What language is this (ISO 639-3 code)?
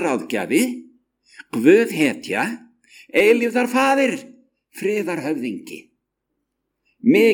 isl